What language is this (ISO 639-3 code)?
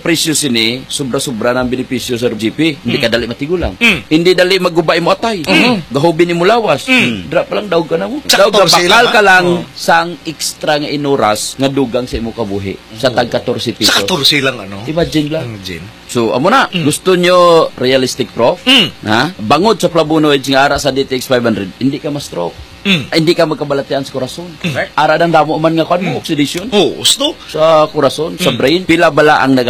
hil